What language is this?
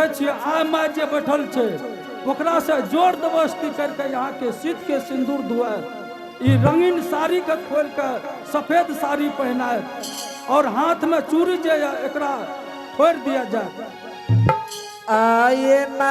Angika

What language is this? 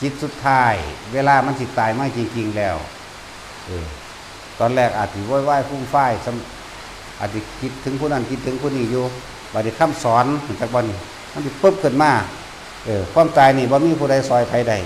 Northeastern Thai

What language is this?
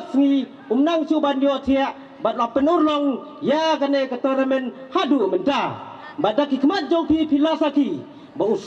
Khasi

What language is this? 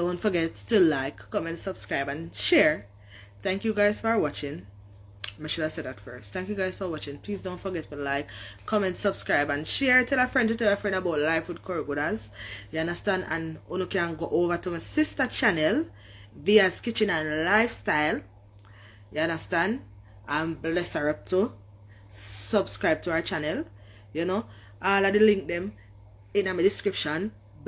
Jamaican Creole English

